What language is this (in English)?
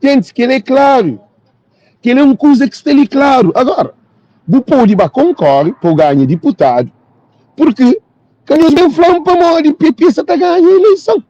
Kabuverdianu